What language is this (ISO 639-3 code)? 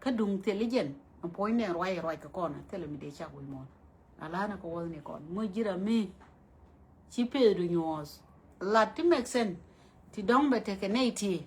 nus